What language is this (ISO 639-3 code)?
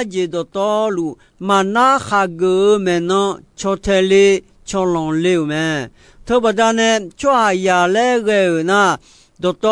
ahk